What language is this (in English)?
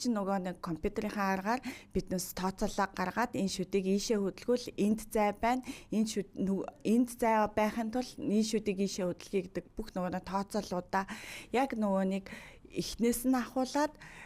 Mongolian